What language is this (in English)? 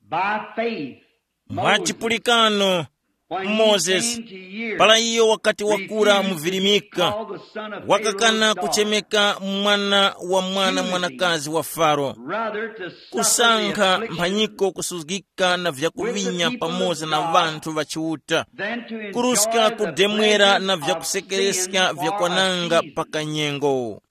Tumbuka